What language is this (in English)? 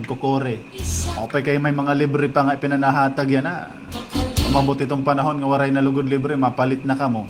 Waray